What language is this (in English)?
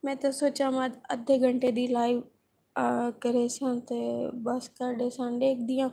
Saraiki